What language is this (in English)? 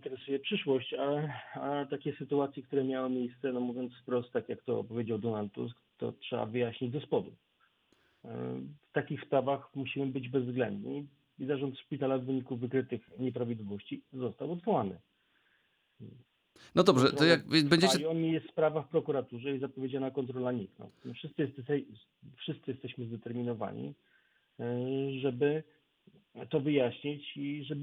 Polish